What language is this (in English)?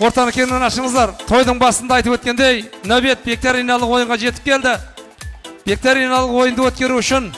Kara-Kalpak